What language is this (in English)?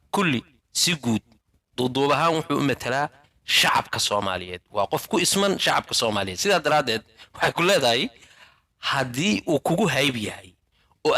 Somali